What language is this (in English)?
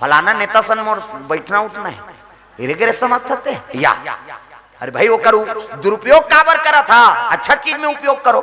Chhattisgarhi